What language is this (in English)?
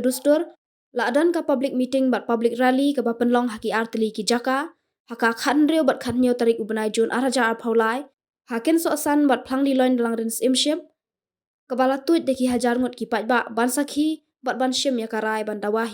Khasi